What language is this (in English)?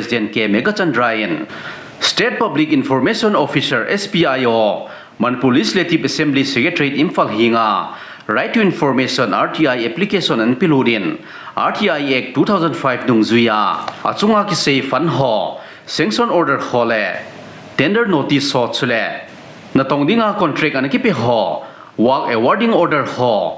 Thado Chin